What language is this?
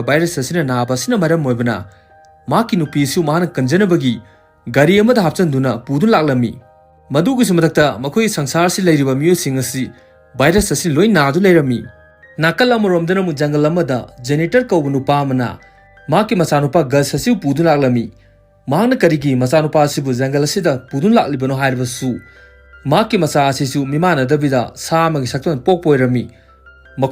Manipuri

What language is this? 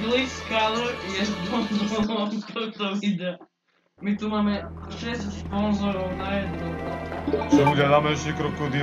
Slovak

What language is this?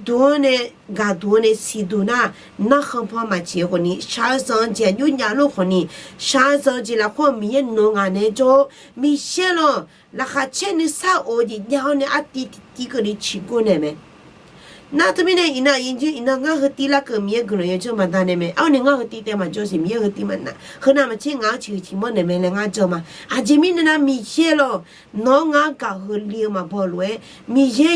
Akha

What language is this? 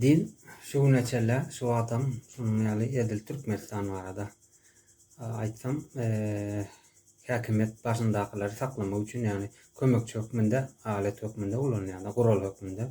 Turkmen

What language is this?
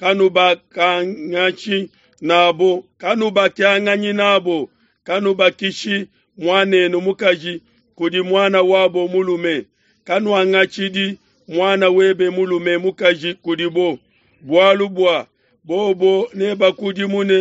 Luba-Lulua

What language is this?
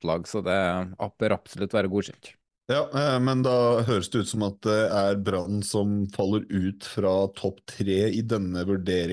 Norwegian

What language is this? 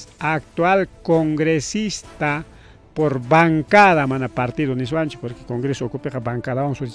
Ayacucho Quechua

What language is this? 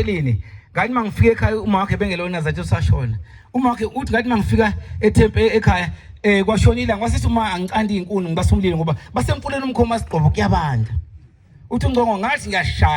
Zulu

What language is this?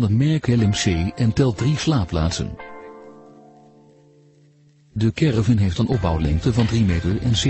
Dutch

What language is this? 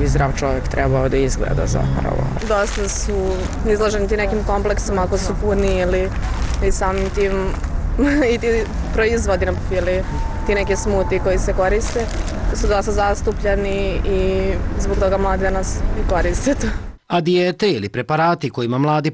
Serbian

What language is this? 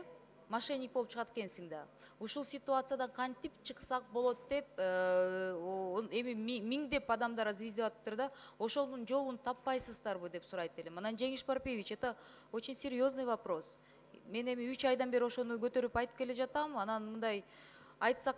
Kyrgyz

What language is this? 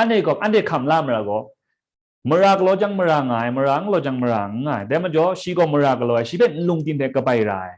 Kachin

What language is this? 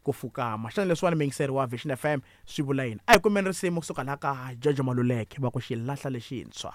Tsonga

